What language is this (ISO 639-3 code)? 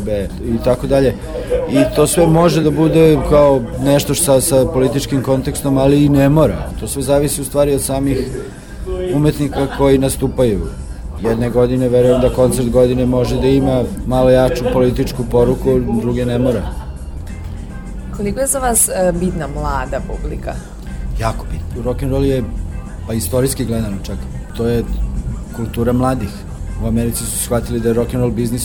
srp